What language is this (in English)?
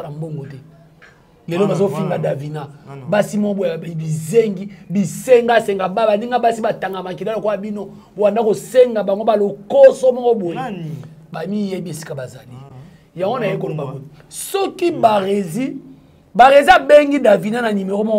Lingala